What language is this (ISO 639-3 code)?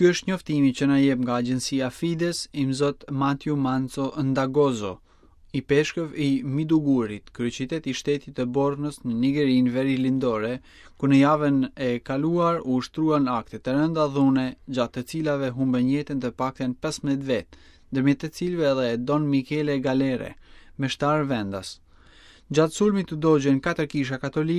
sqi